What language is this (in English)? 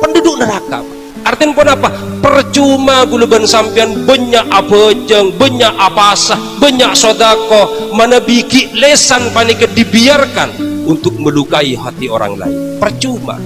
Madurese